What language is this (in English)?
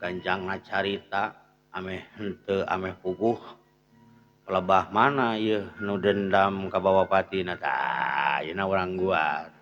Sundanese